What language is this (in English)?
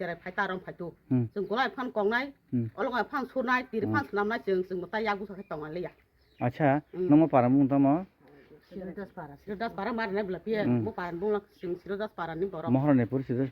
Kok Borok